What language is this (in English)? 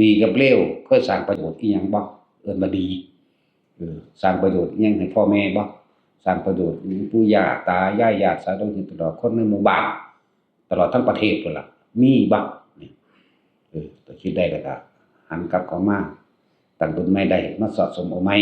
Northeastern Thai